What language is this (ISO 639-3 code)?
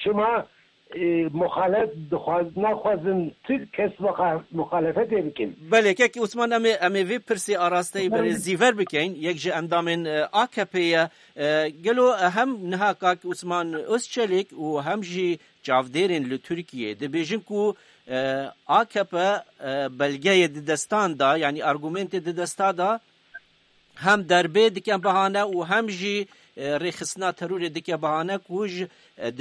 kur